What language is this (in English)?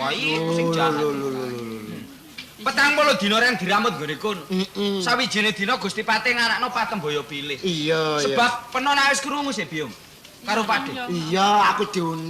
Javanese